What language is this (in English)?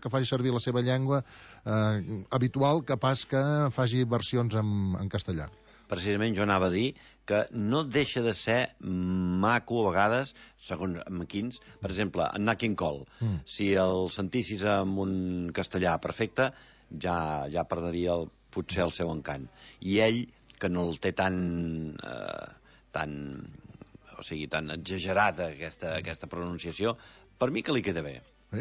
Catalan